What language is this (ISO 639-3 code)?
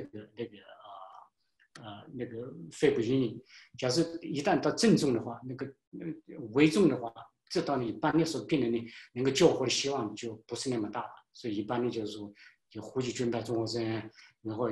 zho